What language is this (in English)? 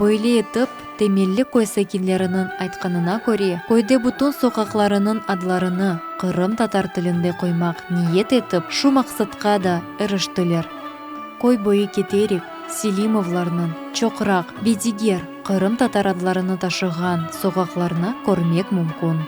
Crimean Tatar